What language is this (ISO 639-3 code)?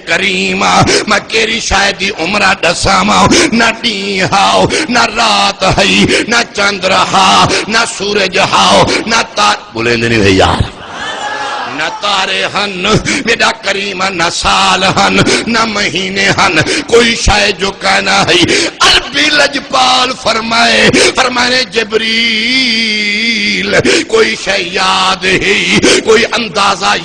skr